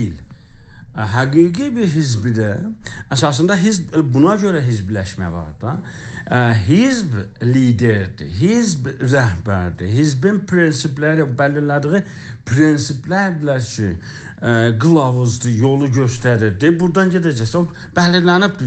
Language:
South Azerbaijani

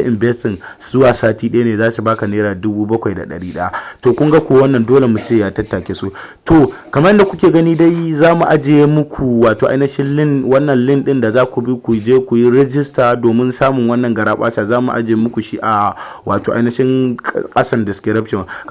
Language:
Hausa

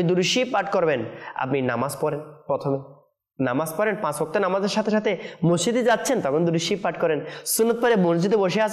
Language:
Bangla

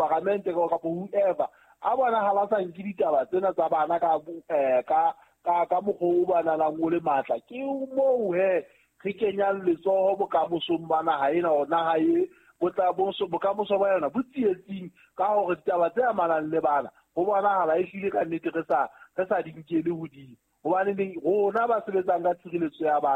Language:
Southern Sotho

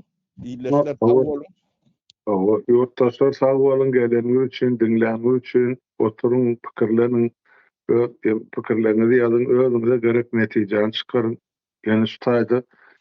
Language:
Turkmen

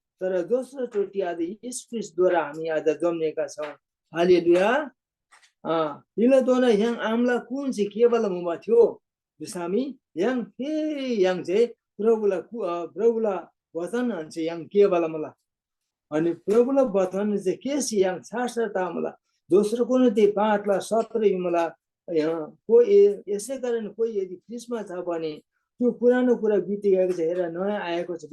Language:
Eastern Tamang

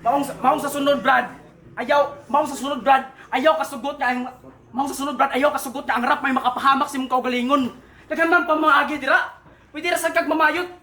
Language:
Cebuano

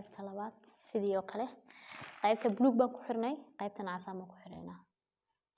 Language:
Somali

